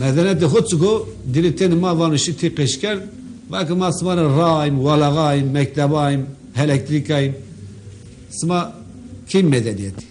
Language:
Zaza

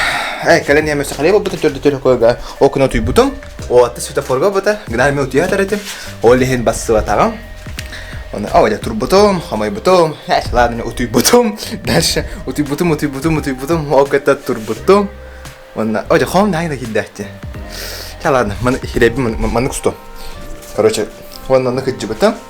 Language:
Yakut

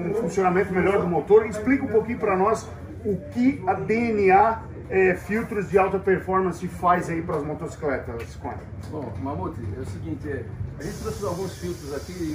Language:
Portuguese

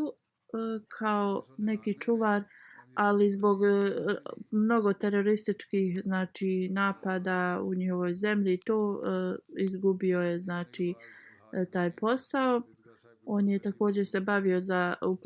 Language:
Bosnian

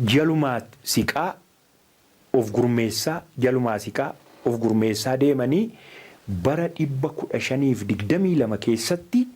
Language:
Oromo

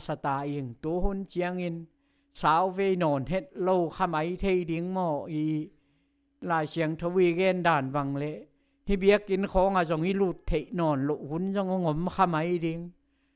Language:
Tedim Chin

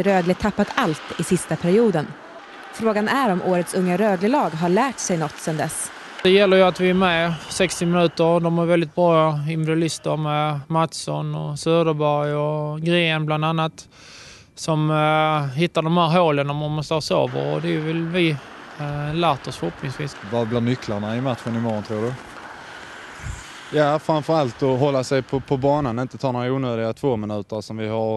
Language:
Swedish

